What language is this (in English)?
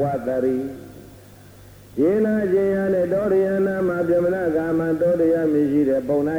Burmese